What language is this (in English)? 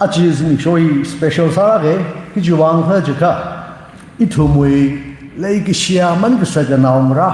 Tangkhul Naga (India)